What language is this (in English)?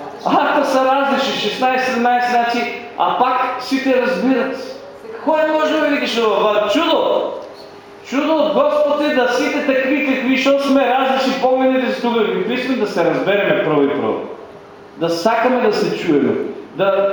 Macedonian